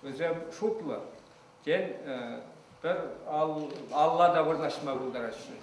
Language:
Chuvash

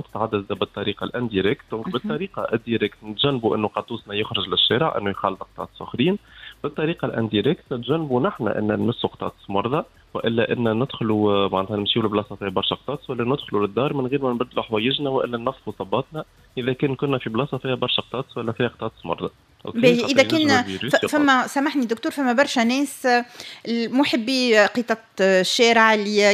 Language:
Tunisian Arabic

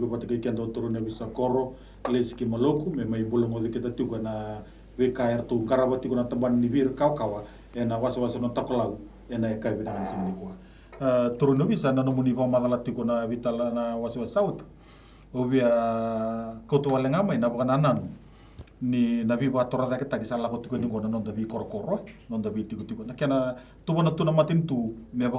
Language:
Fijian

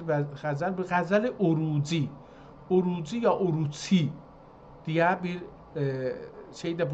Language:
South Azerbaijani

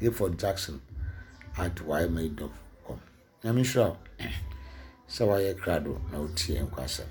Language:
Akan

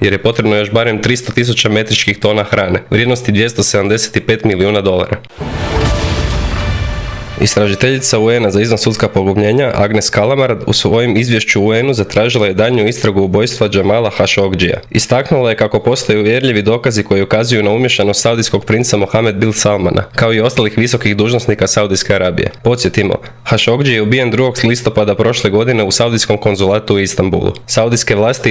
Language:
Croatian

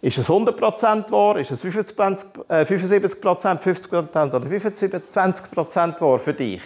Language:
Swiss German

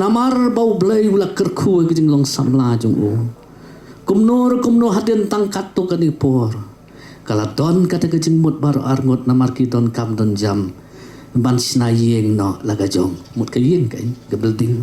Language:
Khasi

